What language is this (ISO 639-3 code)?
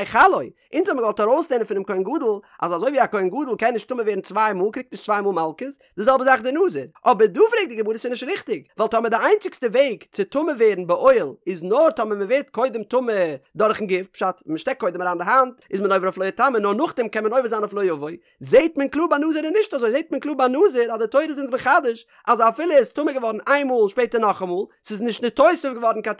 yid